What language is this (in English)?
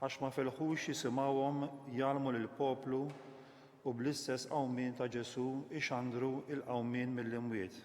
Maltese